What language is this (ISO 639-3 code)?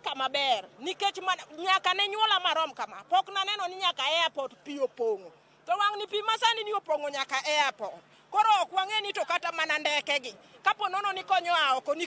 luo